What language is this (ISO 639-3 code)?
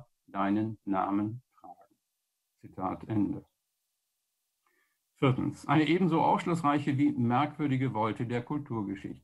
deu